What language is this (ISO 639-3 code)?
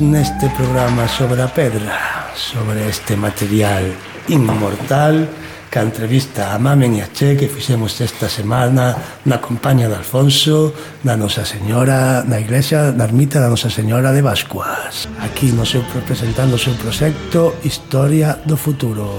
glg